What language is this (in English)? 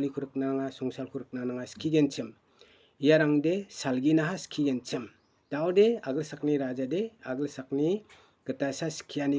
Garo